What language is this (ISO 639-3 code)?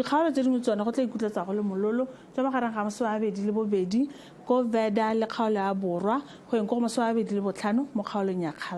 tsn